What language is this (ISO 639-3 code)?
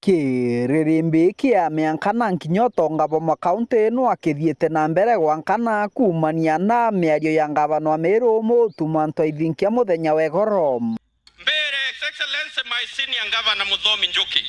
mer